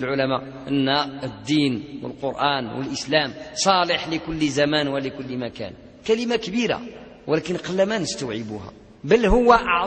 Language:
Arabic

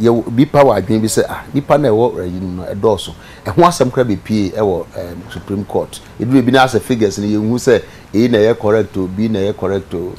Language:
Akan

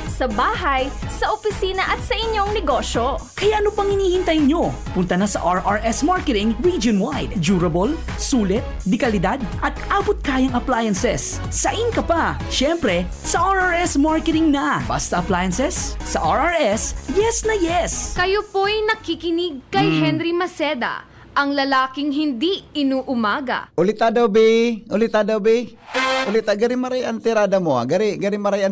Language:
Bikol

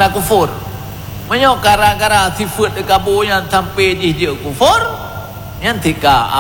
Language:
Achinese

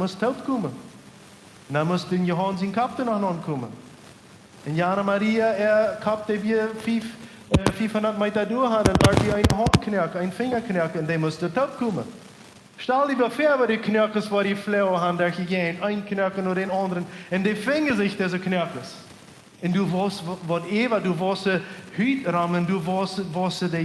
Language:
Plautdietsch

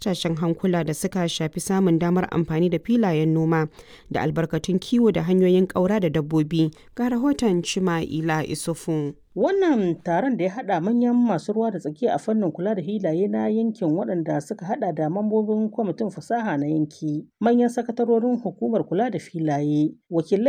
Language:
Hausa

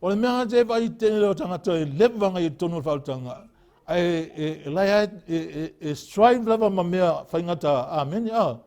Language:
Samoan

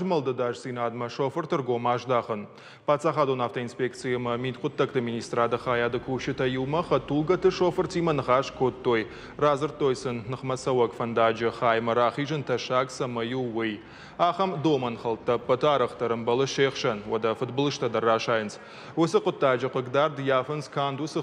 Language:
Ossetic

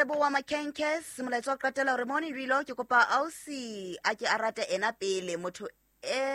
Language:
Southern Sotho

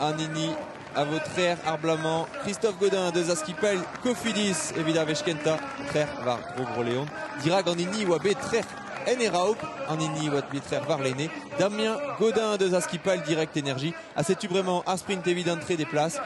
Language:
Breton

